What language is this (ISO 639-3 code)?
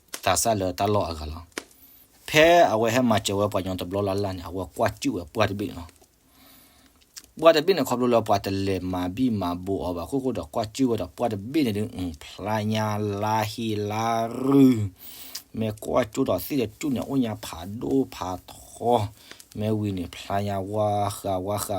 ksw